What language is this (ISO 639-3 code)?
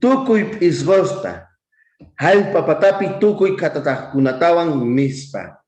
quh